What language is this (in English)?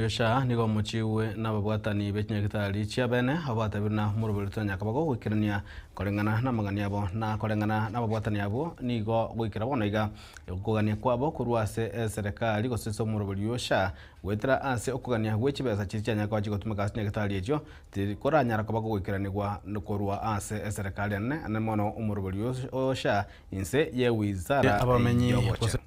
Gusii